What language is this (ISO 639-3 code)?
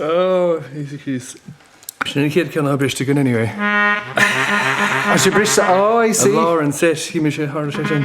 gle